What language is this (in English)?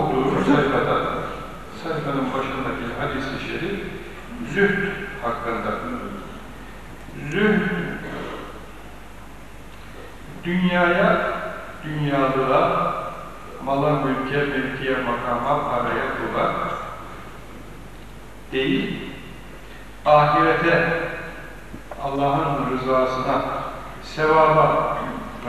Turkish